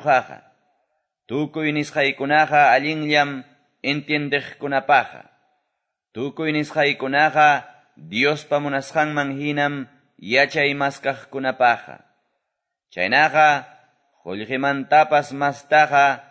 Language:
Quechua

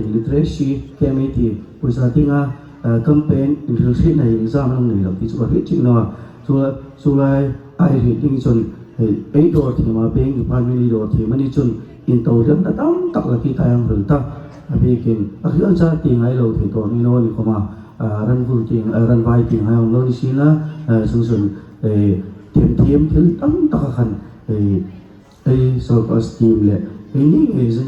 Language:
Hmar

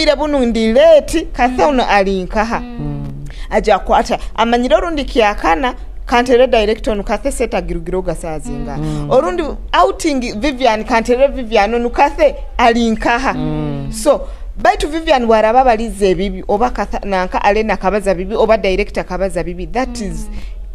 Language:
Nyoro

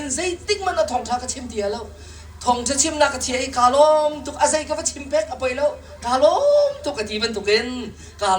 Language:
Hakha Chin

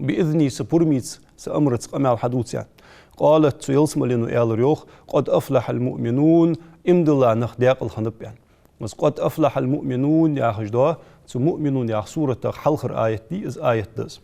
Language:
Ingush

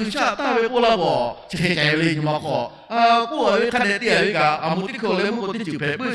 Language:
Lahu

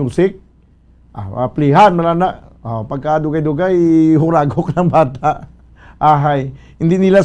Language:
Hiligaynon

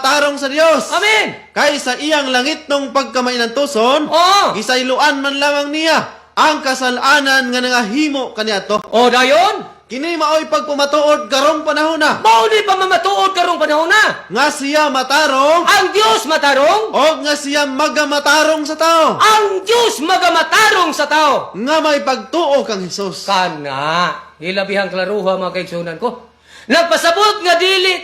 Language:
Cebuano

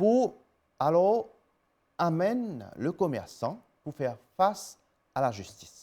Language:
Morisyen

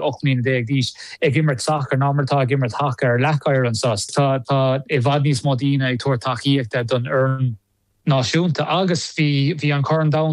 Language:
Irish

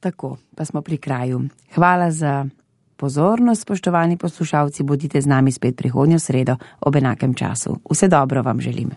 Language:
Slovenian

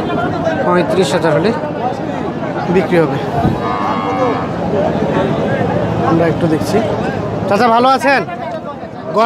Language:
Bangla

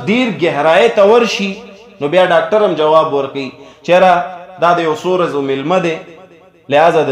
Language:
Pashto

